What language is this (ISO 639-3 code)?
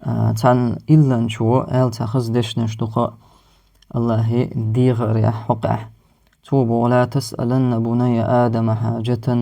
che